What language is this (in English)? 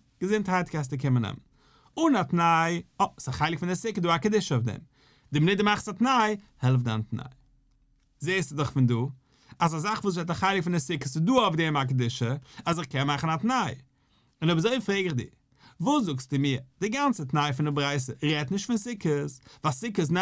Yiddish